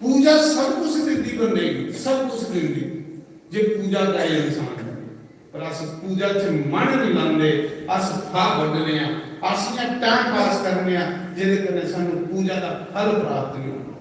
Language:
Dogri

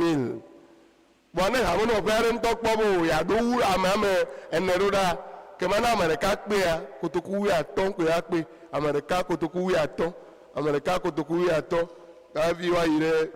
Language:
Ewe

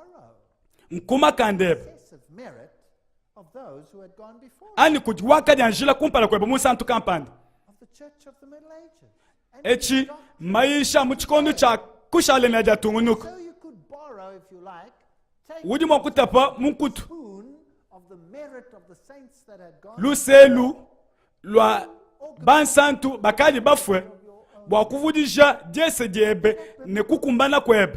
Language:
Luba-Lulua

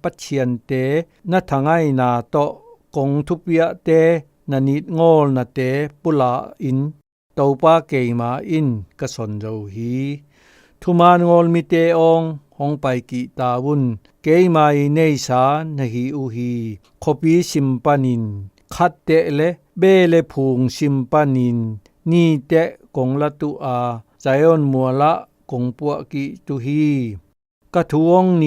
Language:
Zou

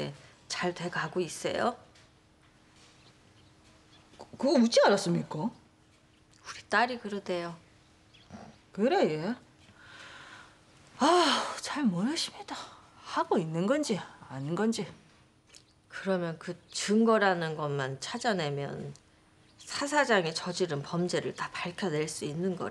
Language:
Korean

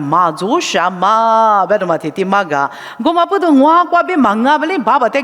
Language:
Lisu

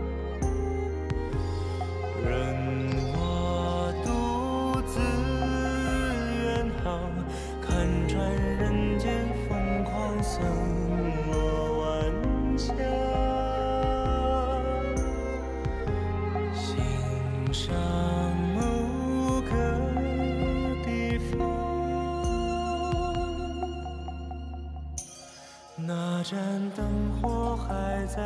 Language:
Chinese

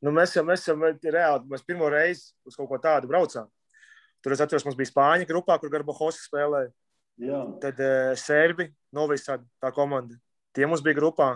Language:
Latvian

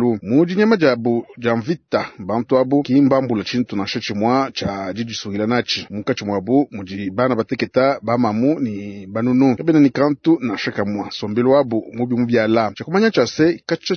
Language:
Luba-Lulua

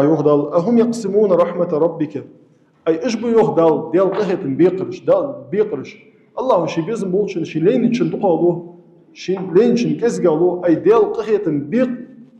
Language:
Ingush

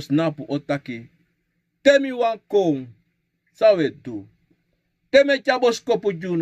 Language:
Sranan Tongo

